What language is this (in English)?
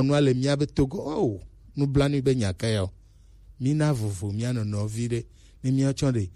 Gen